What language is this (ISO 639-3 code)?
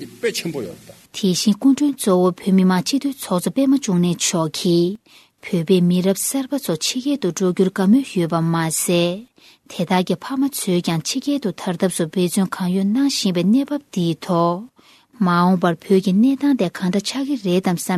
bod